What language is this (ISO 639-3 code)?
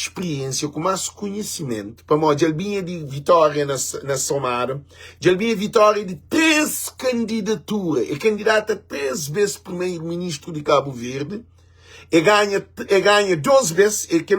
kea